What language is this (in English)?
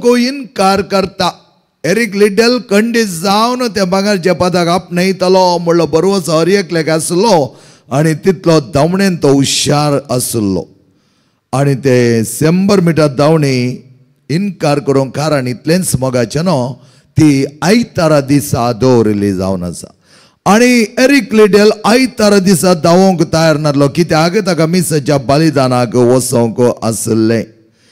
Konkani